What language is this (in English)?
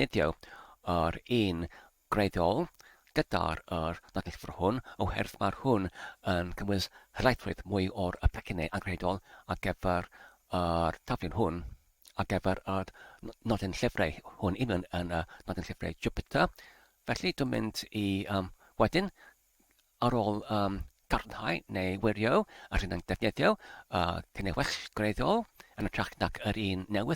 Welsh